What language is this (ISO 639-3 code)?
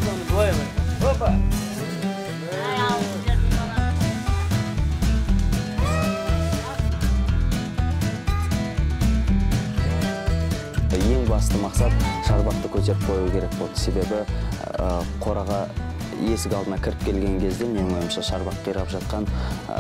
kaz